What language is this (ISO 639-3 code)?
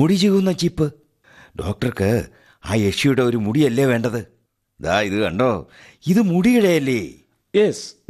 mal